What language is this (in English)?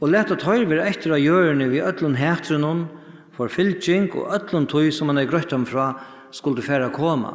Faroese